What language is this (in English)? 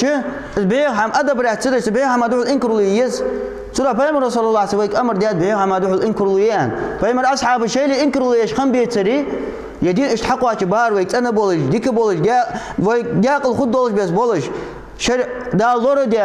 Ingush